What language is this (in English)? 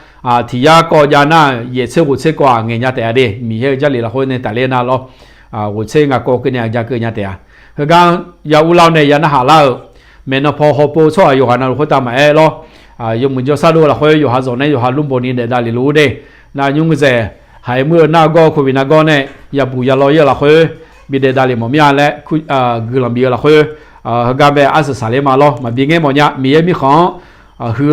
Akha